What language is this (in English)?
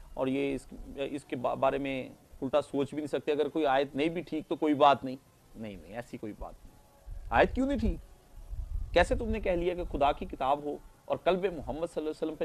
Urdu